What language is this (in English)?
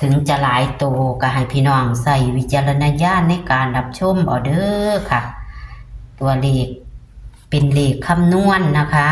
Northeastern Thai